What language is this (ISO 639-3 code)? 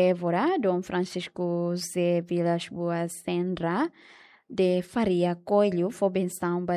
tet